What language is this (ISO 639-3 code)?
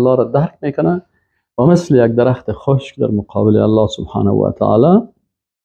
fas